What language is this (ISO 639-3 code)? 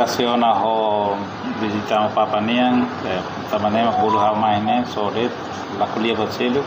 tet